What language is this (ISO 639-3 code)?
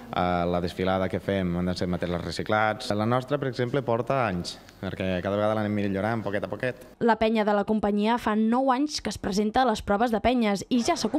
cat